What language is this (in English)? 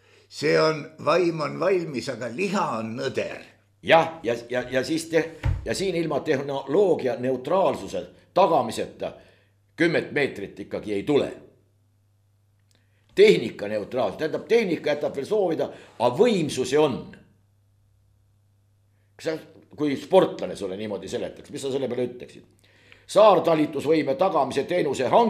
Estonian